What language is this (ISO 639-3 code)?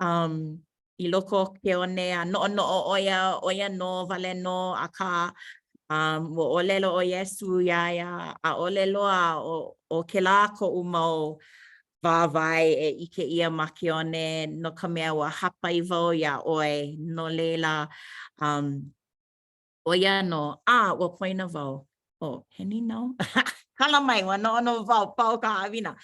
haw